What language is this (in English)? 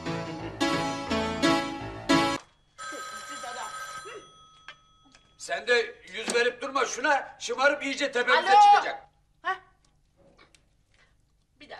Turkish